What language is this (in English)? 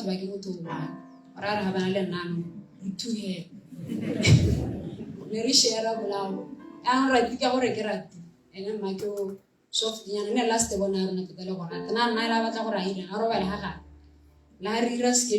Tswana